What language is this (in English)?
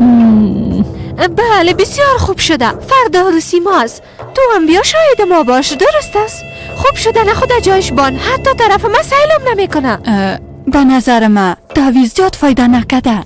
Persian